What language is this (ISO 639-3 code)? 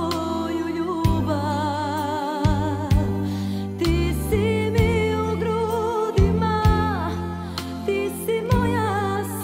srp